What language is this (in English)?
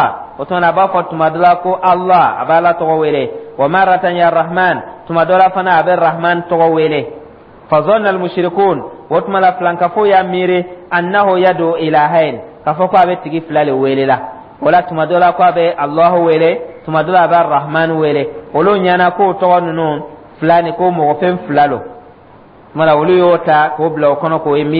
Dyula